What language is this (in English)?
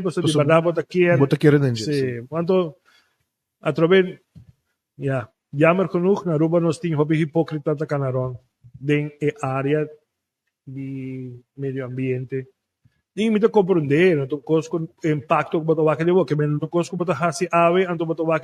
Papiamento